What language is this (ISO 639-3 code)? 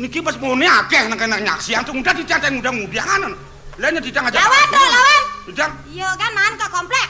ban